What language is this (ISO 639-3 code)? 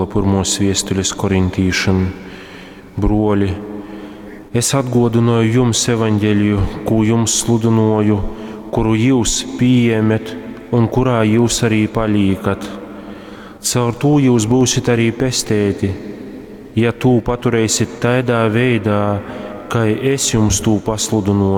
ltg